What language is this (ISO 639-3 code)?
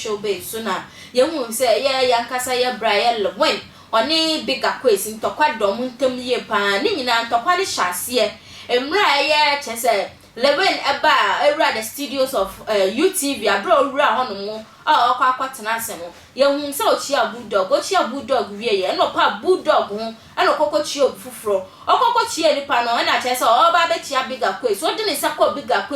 aka